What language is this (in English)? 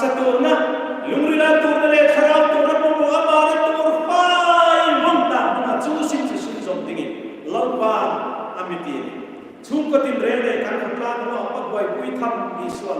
Hmar